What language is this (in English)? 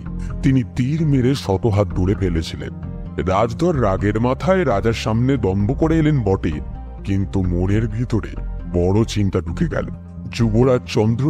Bangla